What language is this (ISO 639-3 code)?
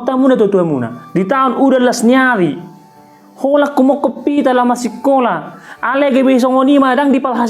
bbc